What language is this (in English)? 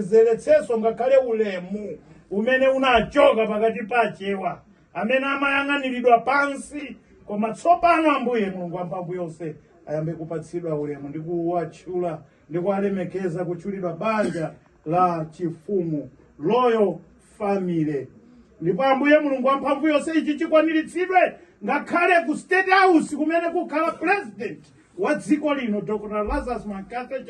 Nyanja